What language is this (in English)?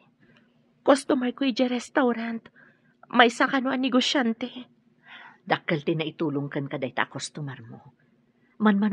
Iloko